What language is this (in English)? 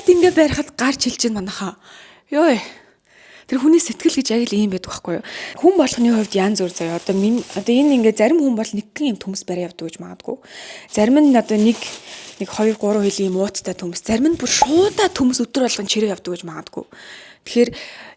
Mongolian